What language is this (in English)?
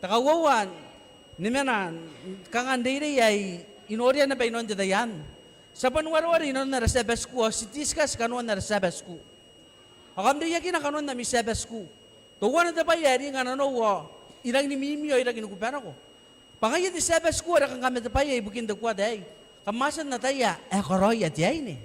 Gilbertese